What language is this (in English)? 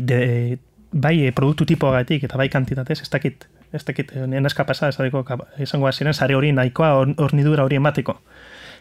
Basque